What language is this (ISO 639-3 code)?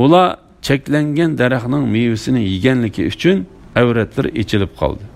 uig